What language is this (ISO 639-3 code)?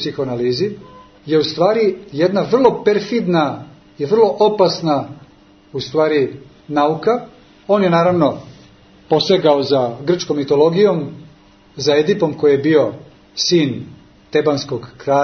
srp